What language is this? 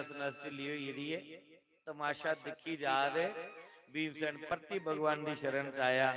Dogri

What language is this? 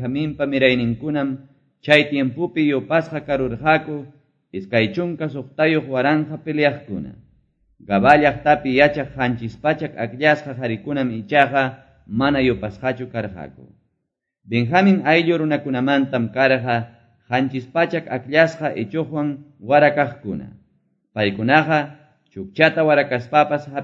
Quechua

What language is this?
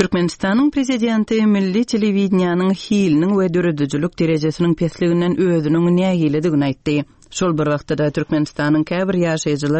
Turkmen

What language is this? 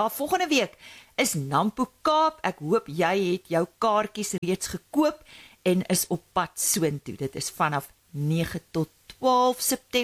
Afrikaans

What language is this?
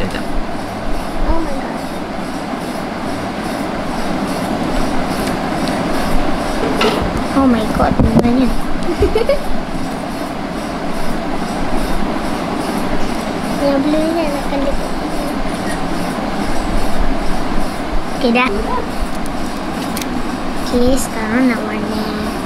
Malay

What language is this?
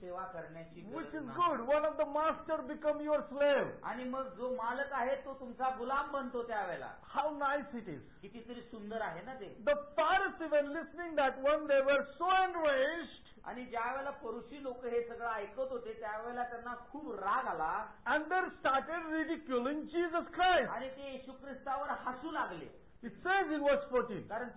Marathi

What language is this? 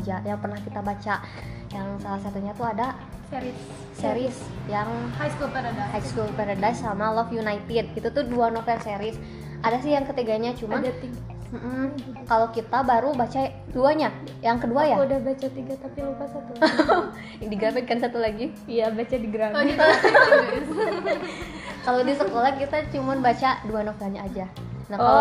Indonesian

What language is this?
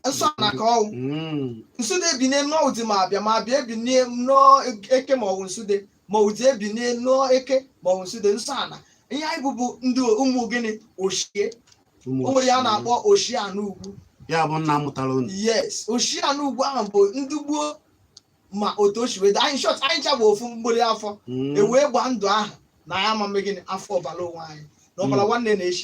Igbo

